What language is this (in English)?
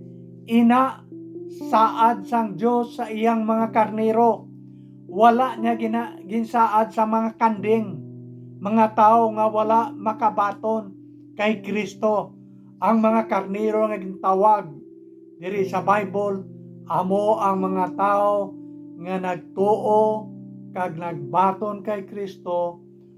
Hiligaynon